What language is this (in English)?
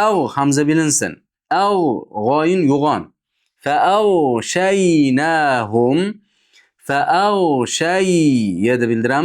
Uzbek